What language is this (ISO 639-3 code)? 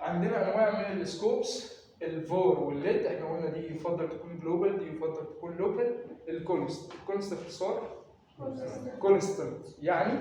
arz